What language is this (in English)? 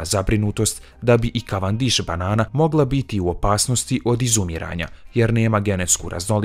Bosnian